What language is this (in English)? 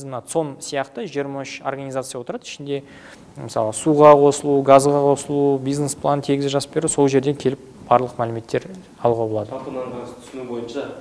Kazakh